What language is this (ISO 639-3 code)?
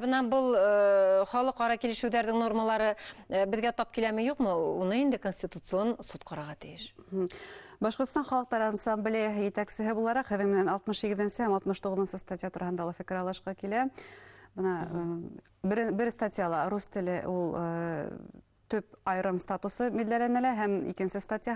bak